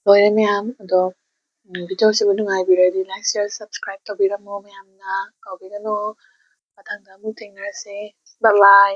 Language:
Manipuri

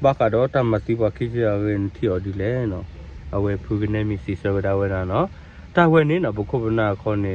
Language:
S'gaw Karen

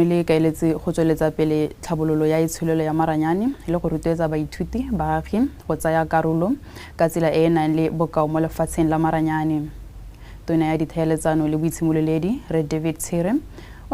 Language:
Tswana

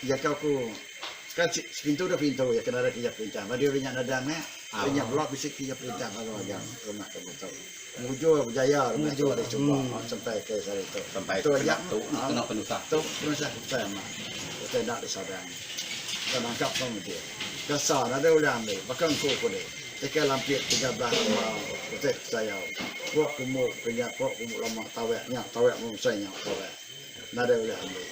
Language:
Iban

